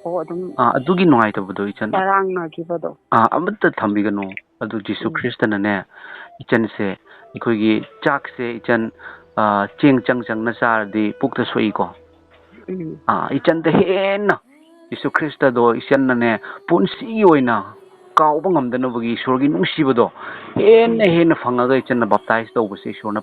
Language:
Manipuri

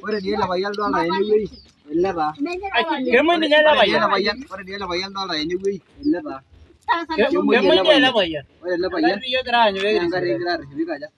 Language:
Masai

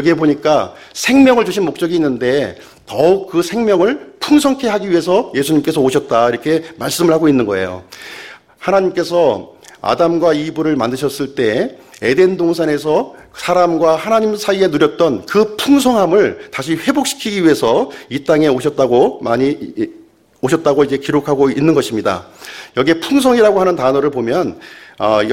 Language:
Korean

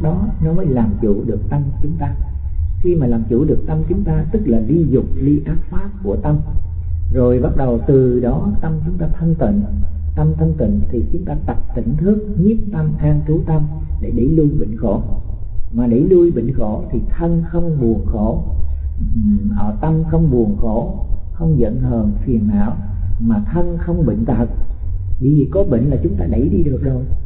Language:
Vietnamese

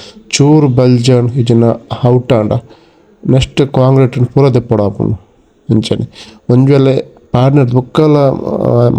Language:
Tulu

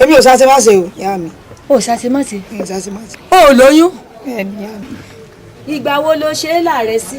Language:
Yoruba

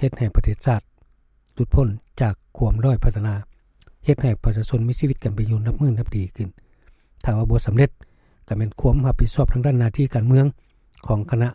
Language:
Lao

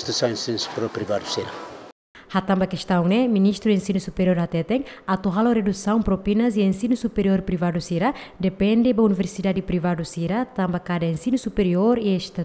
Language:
Tetum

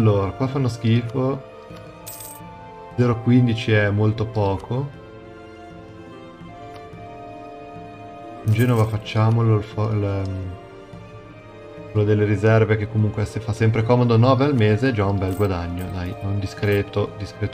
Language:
Italian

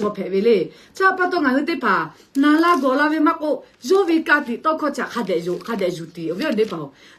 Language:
Lahu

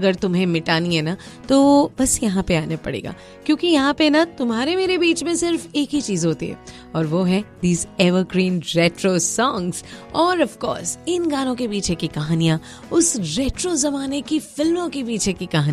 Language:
Hindi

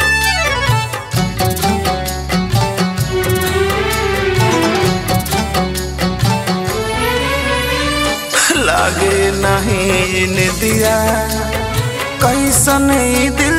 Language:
Bhojpuri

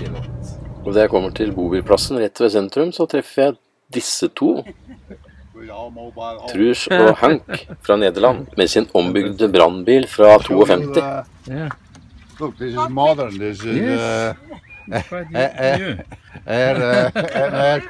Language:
Norwegian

